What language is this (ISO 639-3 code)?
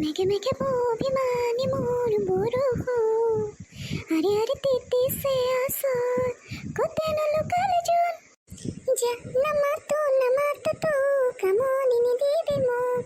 asm